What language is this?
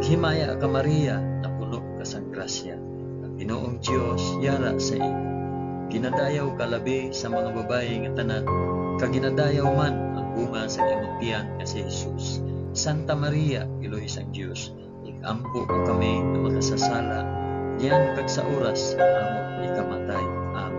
Hiligaynon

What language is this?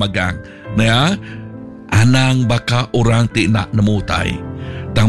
Iban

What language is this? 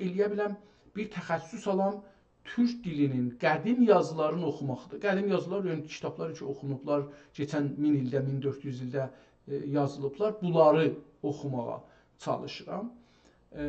South Azerbaijani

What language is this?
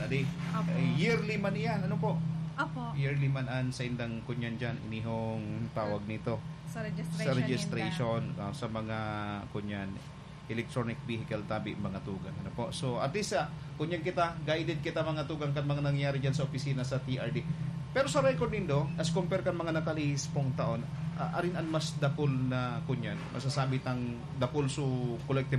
Bikol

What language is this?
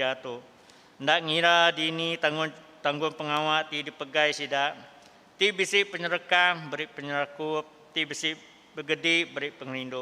Iban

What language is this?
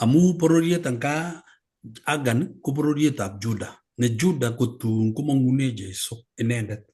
Kalenjin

